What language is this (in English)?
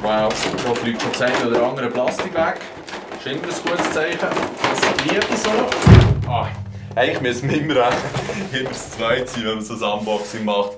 Swiss German